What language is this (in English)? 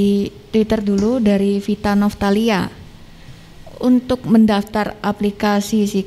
Indonesian